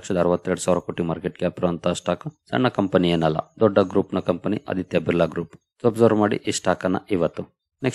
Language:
Kannada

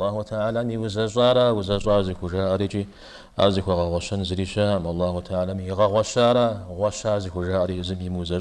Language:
Kabardian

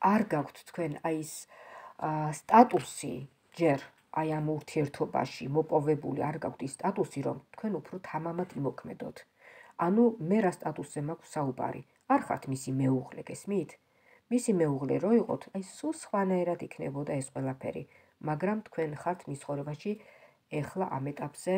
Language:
Georgian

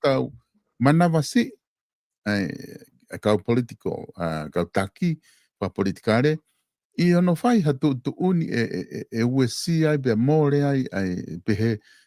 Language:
Tongan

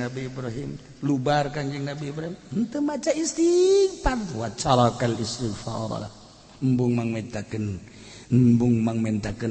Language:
Sundanese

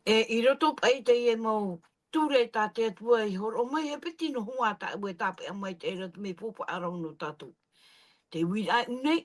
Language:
Tahitian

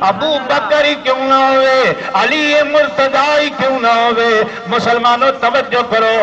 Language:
Saraiki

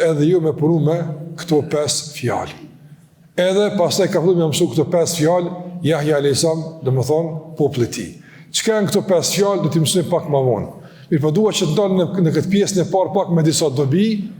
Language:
Albanian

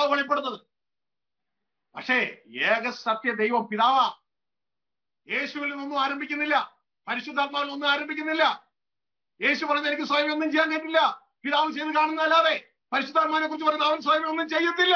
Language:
Malayalam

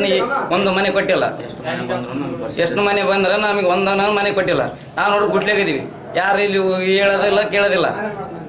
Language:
Kannada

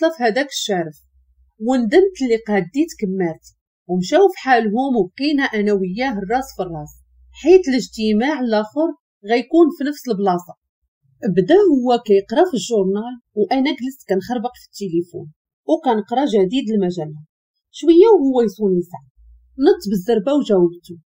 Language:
Moroccan Arabic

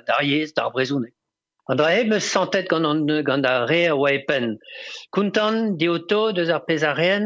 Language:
Breton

